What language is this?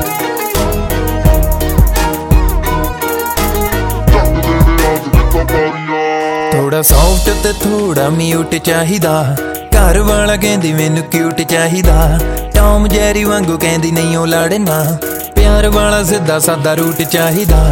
Punjabi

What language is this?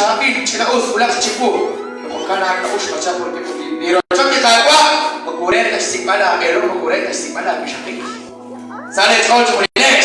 Kekchí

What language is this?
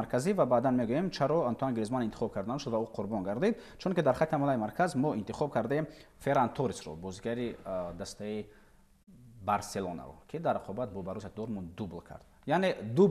Tajik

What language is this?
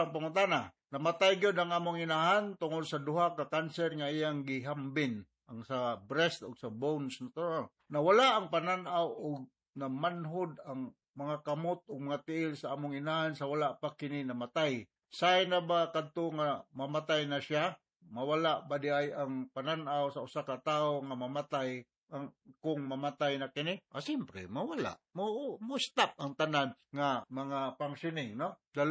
Cebuano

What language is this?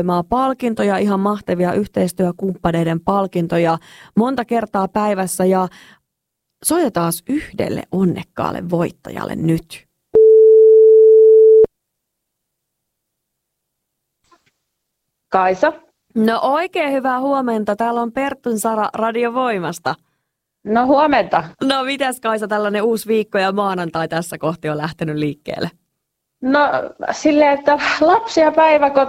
Finnish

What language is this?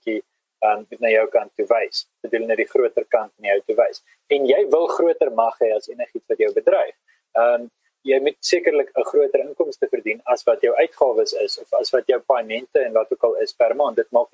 Afrikaans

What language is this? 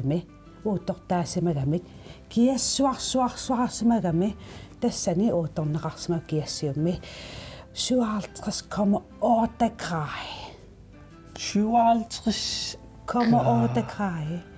Kalaallisut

